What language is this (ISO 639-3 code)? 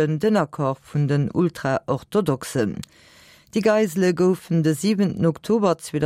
ltz